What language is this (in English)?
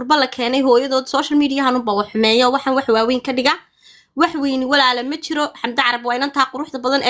Somali